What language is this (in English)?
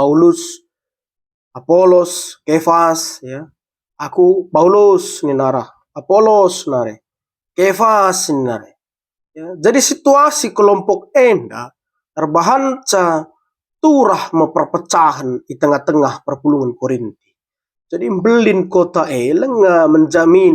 Batak Karo